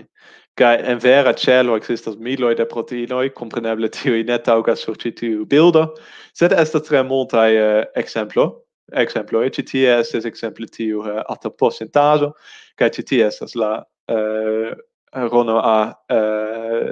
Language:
Esperanto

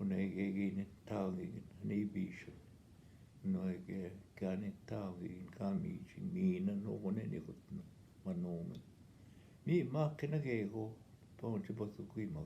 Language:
Northwestern Ojibwa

